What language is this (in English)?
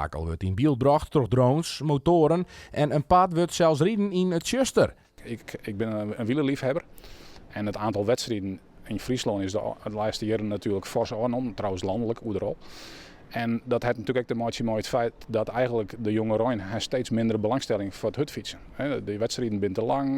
Western Frisian